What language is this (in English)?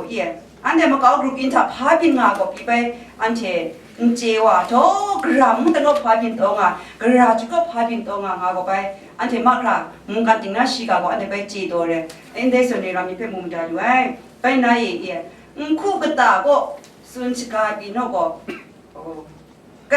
Kachin